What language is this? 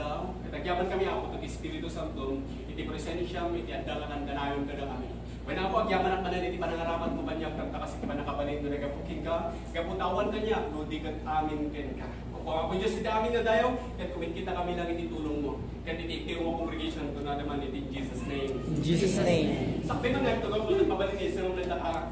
Iloko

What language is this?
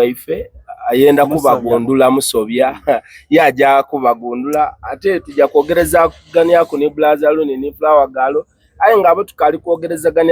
Soga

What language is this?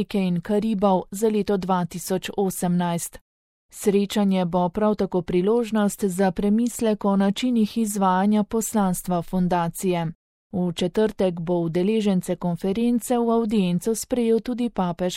Slovenian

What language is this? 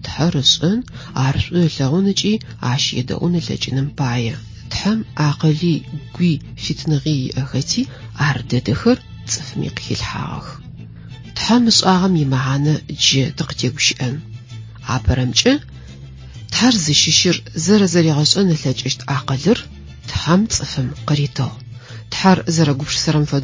Adyghe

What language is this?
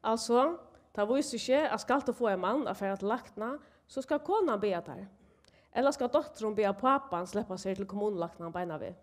Faroese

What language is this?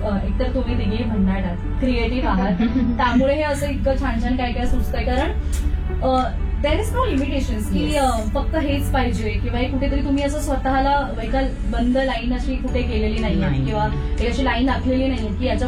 Marathi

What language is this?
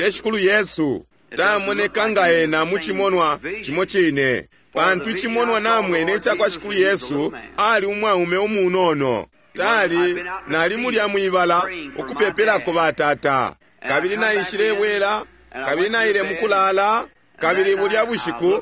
Bemba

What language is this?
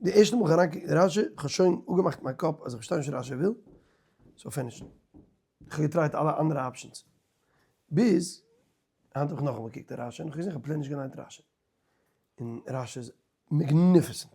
Yiddish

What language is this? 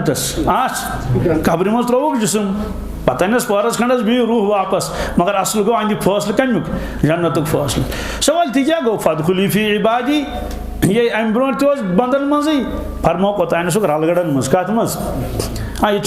Kashmiri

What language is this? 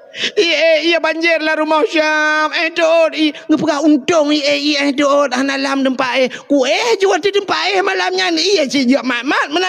Achinese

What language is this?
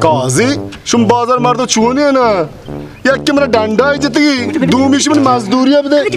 Baluchi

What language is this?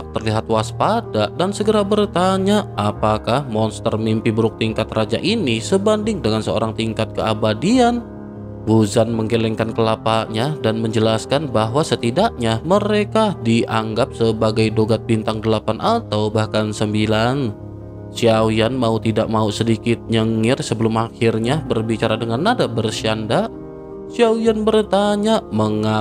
Indonesian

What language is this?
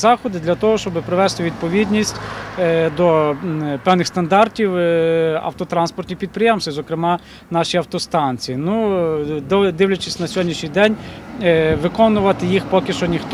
Ukrainian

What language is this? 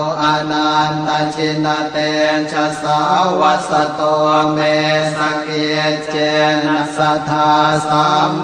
Pali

